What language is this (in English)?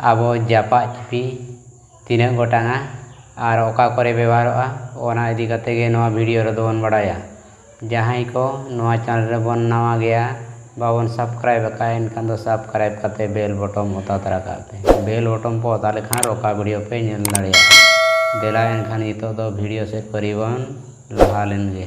Santali